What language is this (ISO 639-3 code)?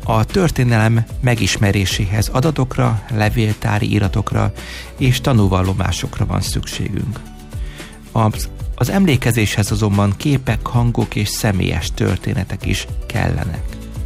hun